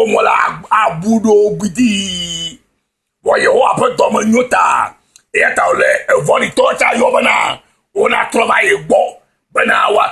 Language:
Ewe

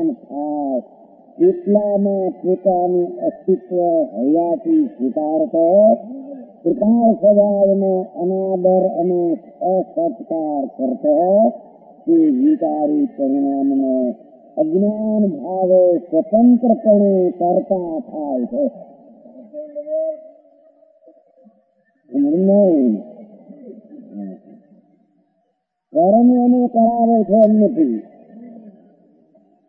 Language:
Gujarati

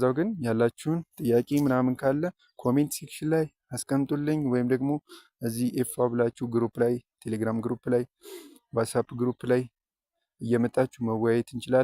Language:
Amharic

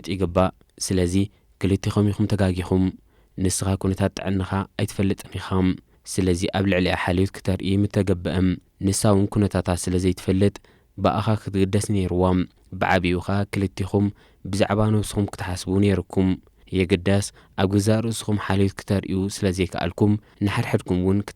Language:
Tigrinya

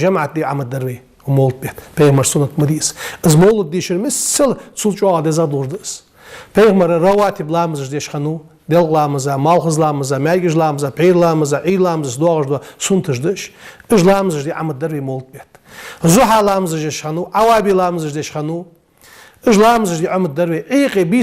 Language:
Ingush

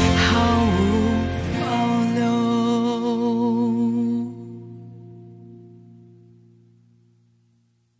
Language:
Chinese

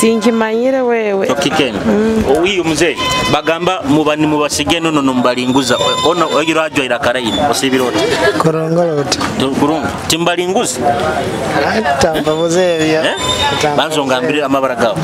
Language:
Nyoro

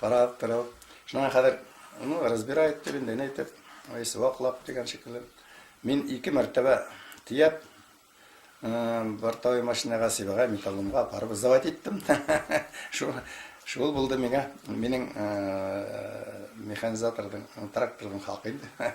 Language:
Bashkir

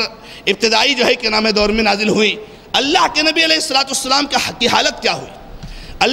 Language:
Urdu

